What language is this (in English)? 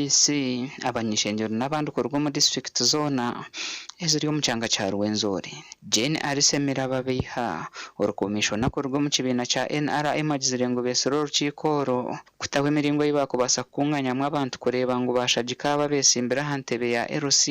Nyankole